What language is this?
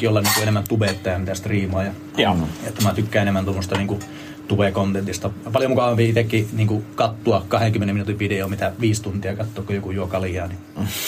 Finnish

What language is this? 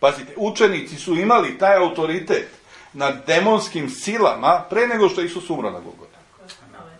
Serbian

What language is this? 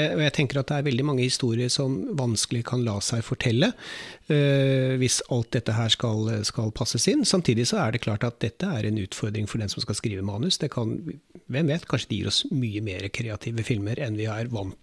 Norwegian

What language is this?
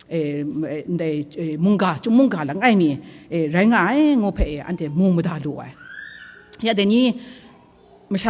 Kachin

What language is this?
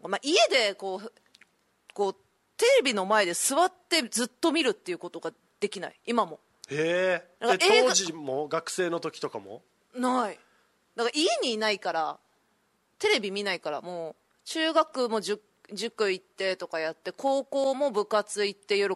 Japanese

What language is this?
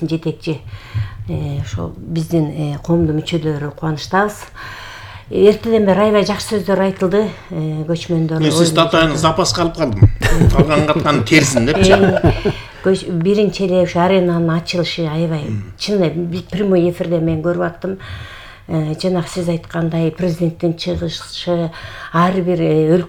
Kyrgyz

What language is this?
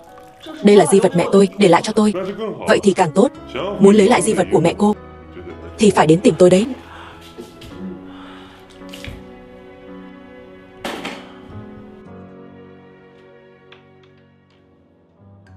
Vietnamese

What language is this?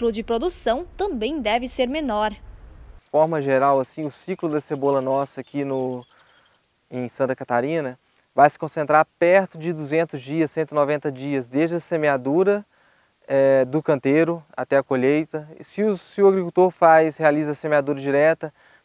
Portuguese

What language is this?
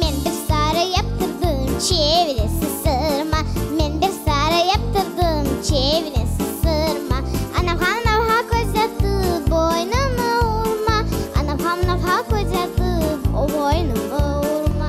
Crimean Tatar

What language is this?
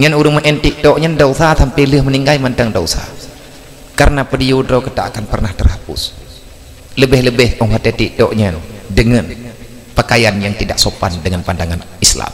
Achinese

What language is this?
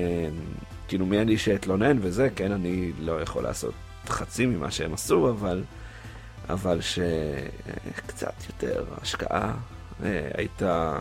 Hebrew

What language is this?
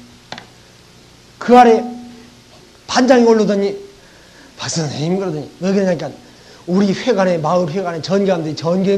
Korean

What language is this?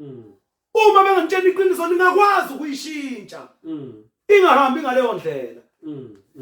Zulu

